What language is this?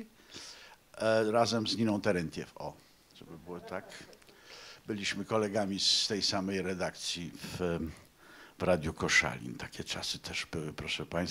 Polish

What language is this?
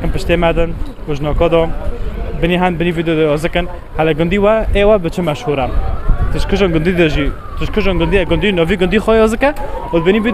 Kurdish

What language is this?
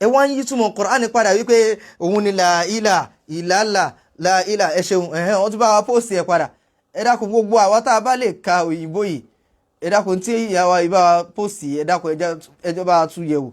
Yoruba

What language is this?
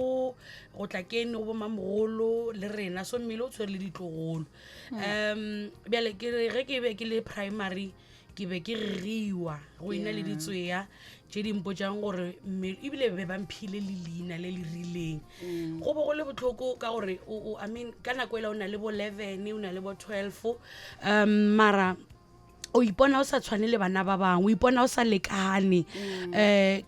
Northern Sotho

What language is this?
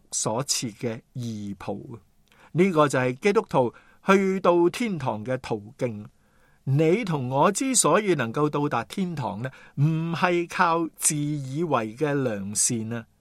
Cantonese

